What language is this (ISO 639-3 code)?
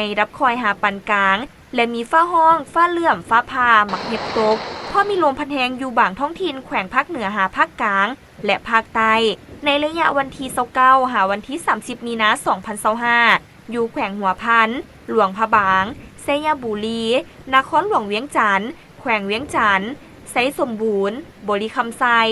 lao